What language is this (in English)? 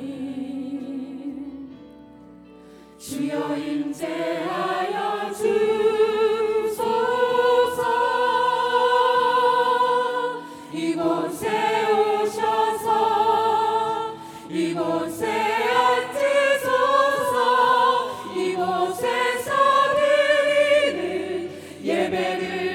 Korean